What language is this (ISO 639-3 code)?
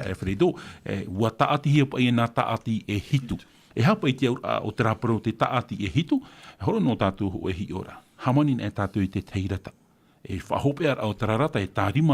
tah